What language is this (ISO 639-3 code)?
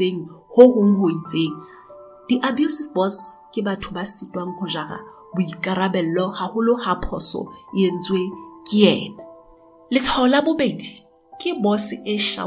sot